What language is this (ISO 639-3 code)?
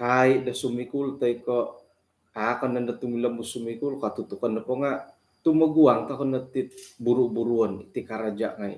dtp